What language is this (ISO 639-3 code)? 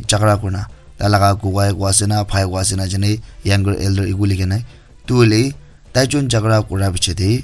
nag